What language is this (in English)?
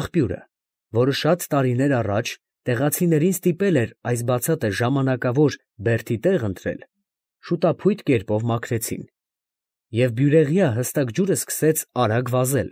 Armenian